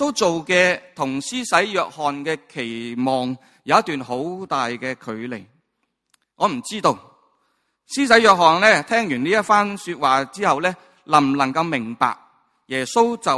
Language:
Cantonese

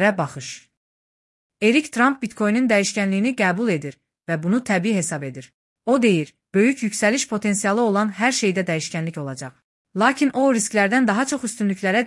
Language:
Azerbaijani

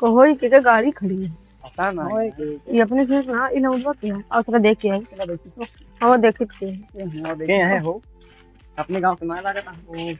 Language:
Awadhi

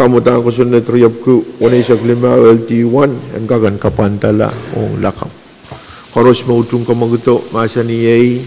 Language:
Pohnpeian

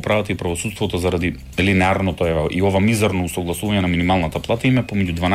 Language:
Macedonian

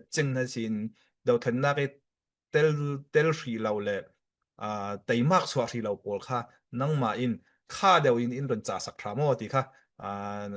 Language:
Falam Chin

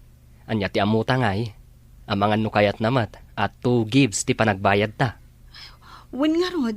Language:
Iloko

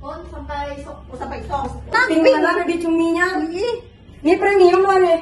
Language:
Banjar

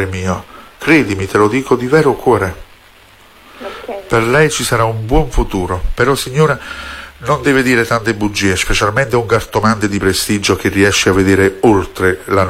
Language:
Italian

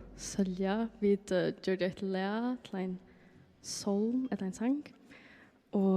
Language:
Faroese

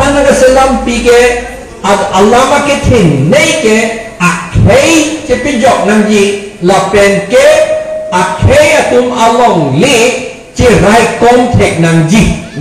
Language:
Karbi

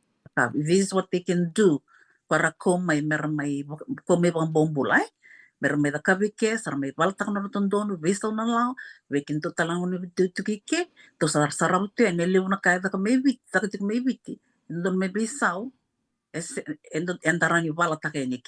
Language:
Fijian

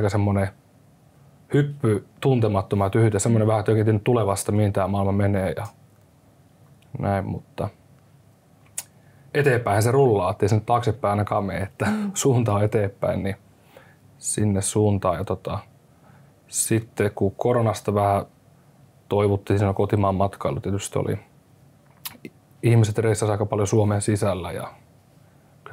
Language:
Finnish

